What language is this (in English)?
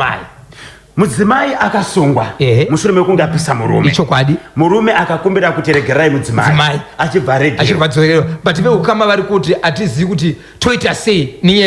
Shona